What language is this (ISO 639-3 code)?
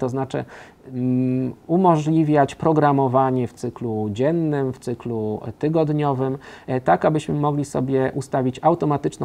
pol